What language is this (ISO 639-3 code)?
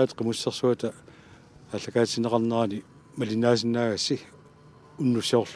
kal